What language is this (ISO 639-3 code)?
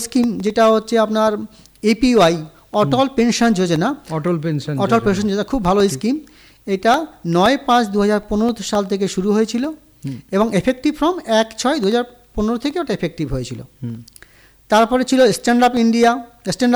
ben